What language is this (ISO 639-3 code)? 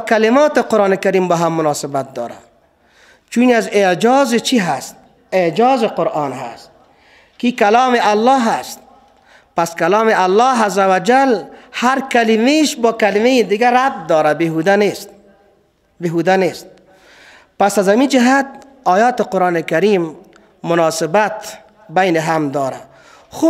fas